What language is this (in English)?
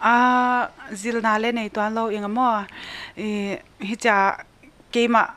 Paite Chin